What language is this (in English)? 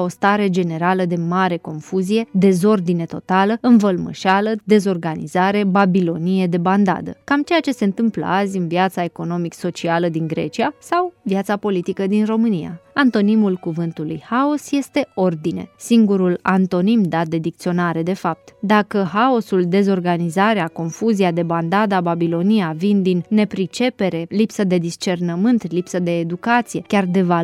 Romanian